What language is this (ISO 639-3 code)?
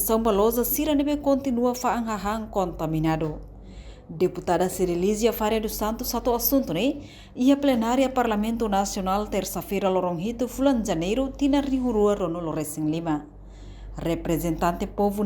tet